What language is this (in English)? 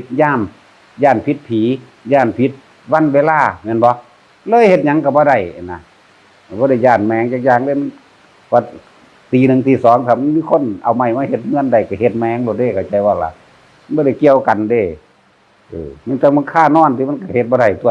Northeastern Thai